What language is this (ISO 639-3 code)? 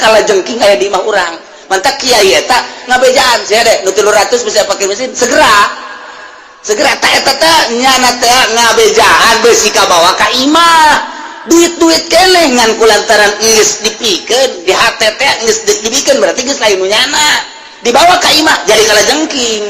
sun